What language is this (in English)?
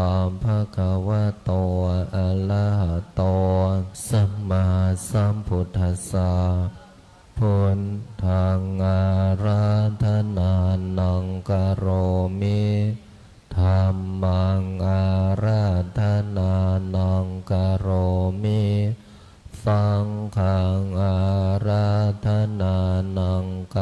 Pali